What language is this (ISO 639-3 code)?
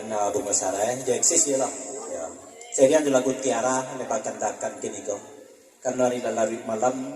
min